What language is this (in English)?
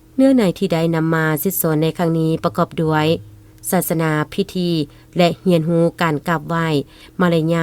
Lao